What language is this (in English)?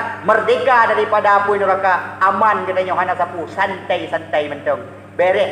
Achinese